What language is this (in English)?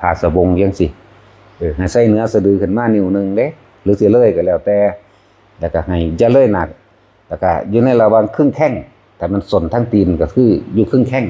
Northeastern Thai